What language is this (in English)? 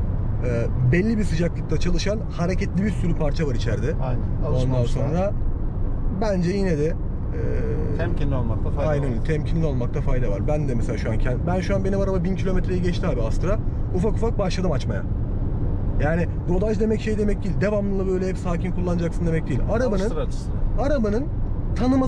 Turkish